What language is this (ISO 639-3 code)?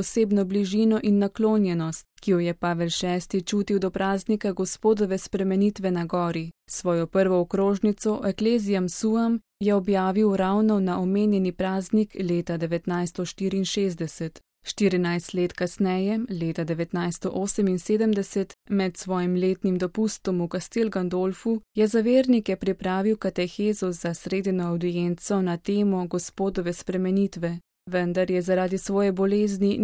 slv